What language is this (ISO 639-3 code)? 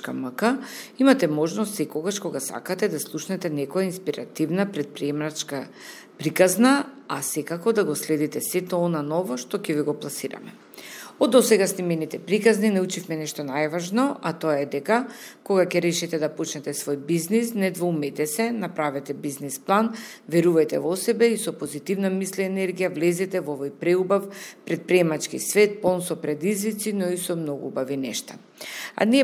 mkd